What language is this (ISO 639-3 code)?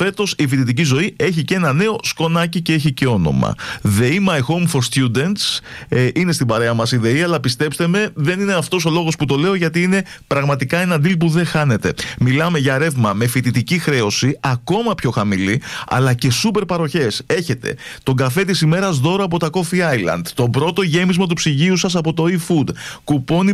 ell